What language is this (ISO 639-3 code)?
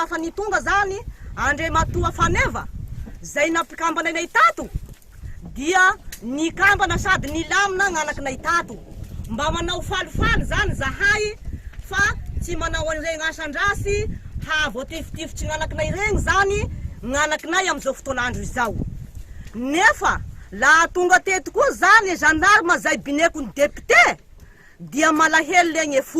mlg